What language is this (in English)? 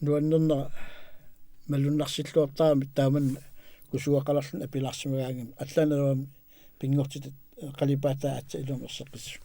Kalaallisut